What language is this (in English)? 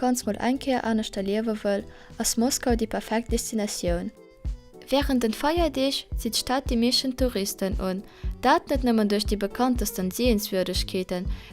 Luxembourgish